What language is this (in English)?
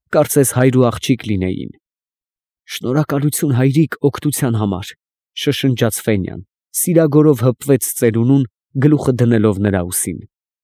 Armenian